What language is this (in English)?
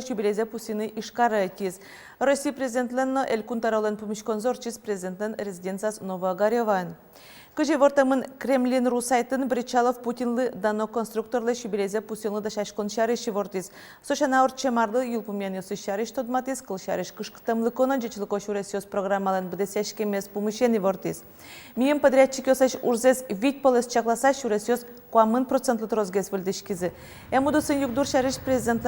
Udmurt